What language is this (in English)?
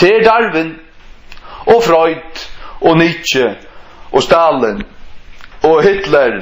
Faroese